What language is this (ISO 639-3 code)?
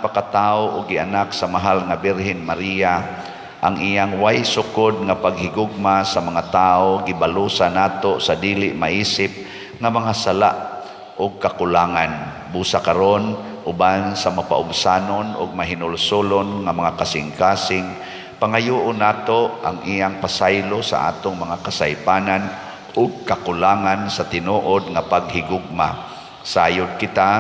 ceb